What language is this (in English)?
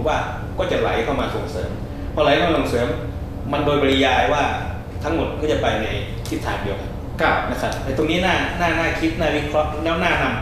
Thai